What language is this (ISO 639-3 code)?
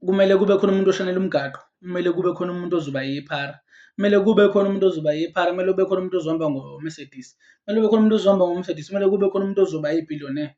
zul